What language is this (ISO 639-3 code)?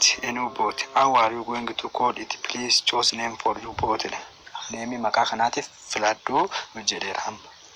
orm